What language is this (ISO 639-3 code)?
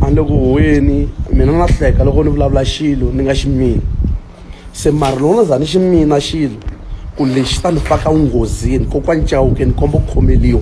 tso